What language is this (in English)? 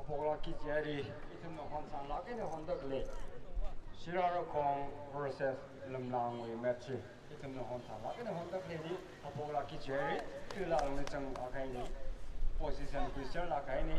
Tangkhul Naga (India)